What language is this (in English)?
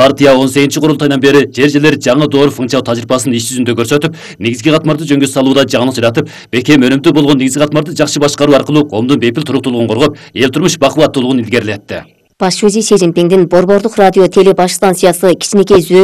Kyrgyz